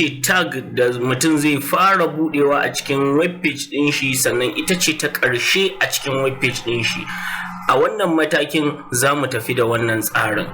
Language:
Hausa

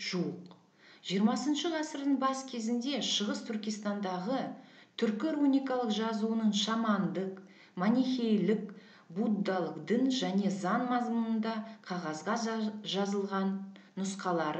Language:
Kazakh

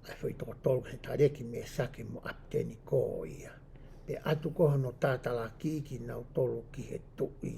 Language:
Tongan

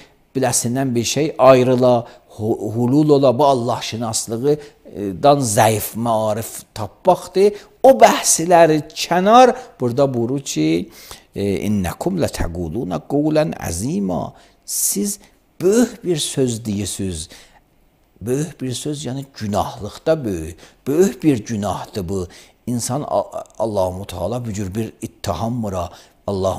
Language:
Azerbaijani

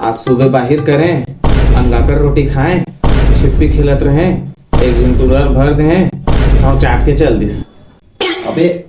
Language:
Chhattisgarhi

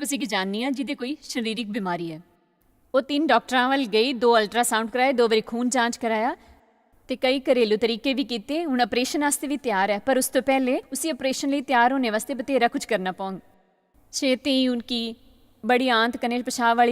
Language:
Dogri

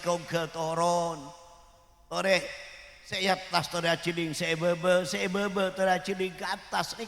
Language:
Madurese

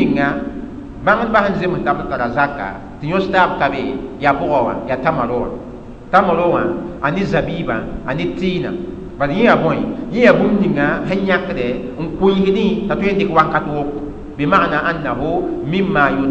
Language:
Mossi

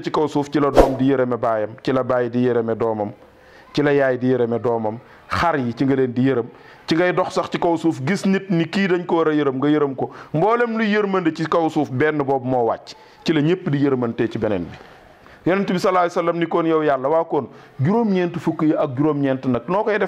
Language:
Wolof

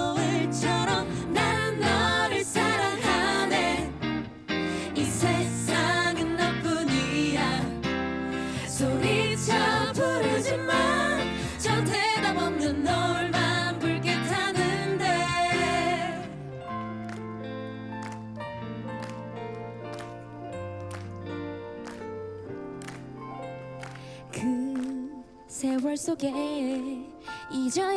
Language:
Korean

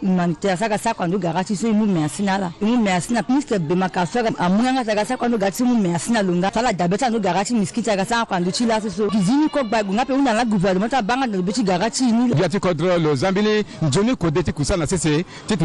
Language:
Sango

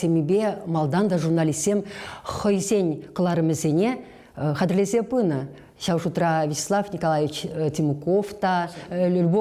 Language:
Chuvash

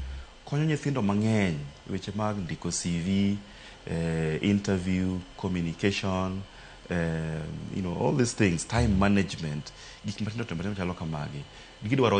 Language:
Luo (Kenya and Tanzania)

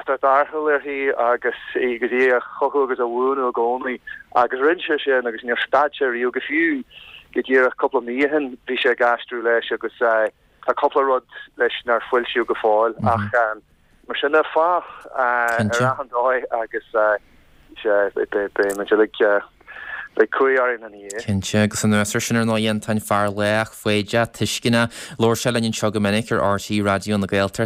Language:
Irish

